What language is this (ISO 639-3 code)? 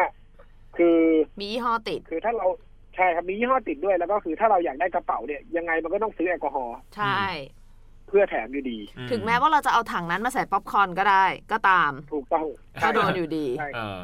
tha